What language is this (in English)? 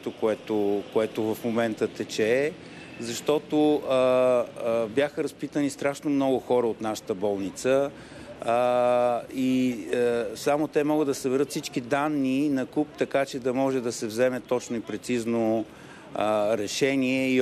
Bulgarian